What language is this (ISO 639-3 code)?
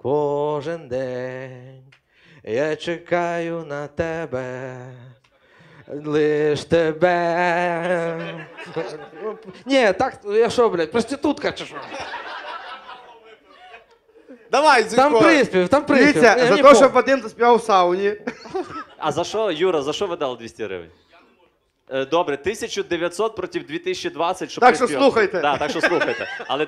ukr